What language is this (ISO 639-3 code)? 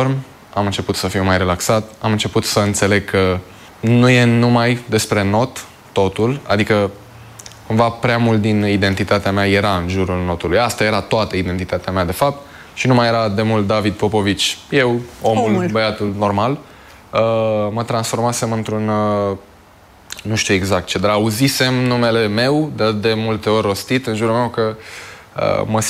ron